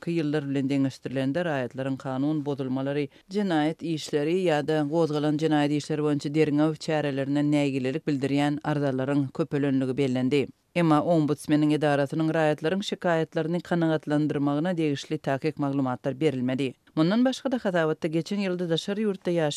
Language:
Turkmen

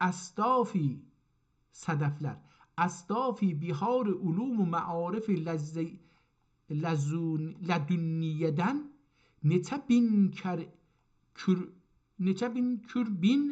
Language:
South Azerbaijani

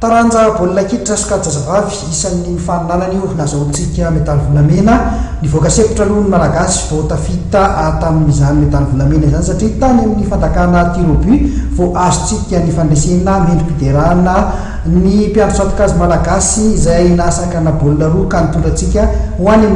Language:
Malagasy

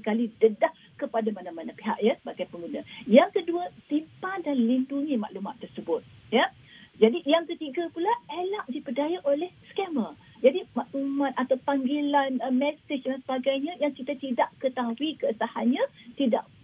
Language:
Malay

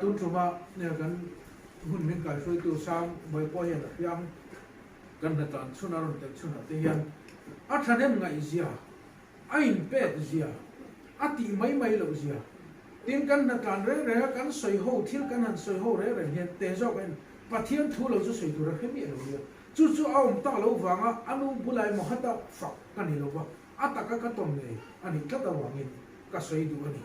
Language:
Mizo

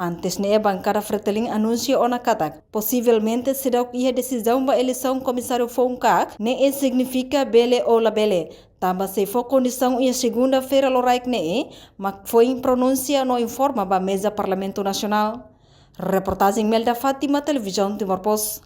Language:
Tetum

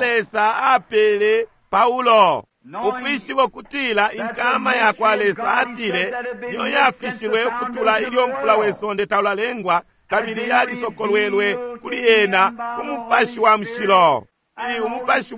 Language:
Bemba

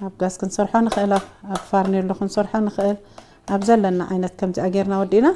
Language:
Tigrinya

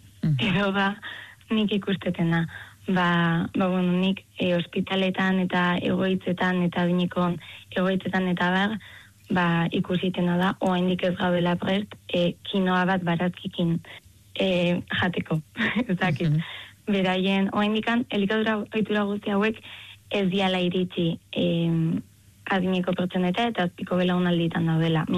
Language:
Basque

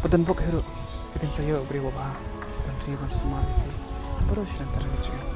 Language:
Khasi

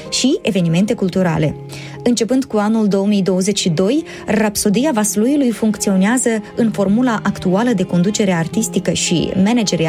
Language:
Romanian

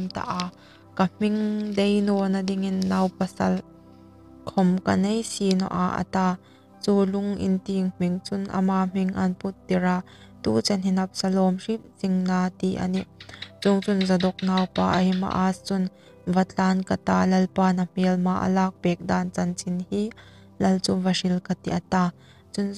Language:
Hmar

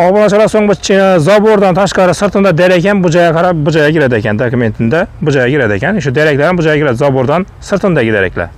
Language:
Uzbek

